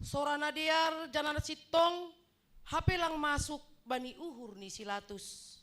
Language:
Batak Simalungun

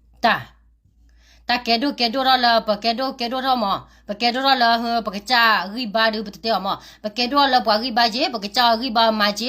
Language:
S'gaw Karen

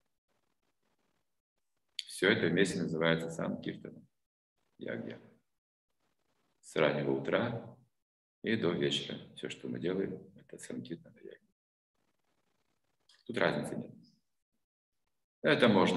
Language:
Russian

